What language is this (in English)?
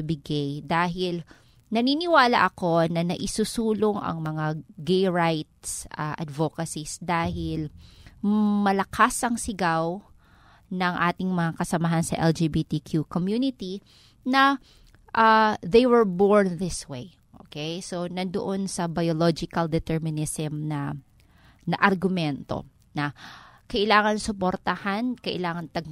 Filipino